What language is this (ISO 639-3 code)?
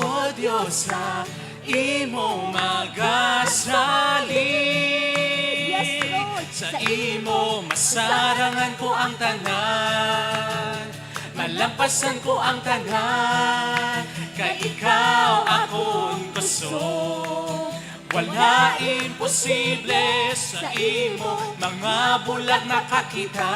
hil